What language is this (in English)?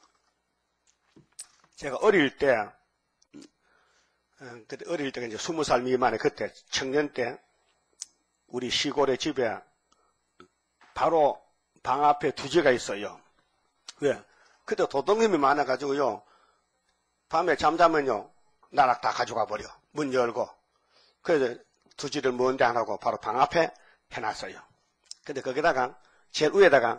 Korean